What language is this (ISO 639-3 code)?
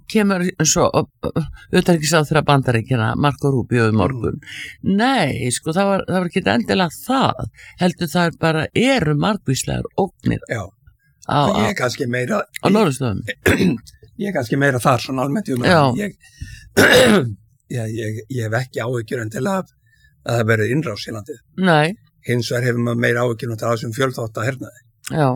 isl